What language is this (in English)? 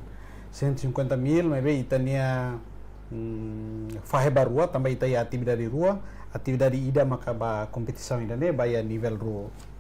Tetum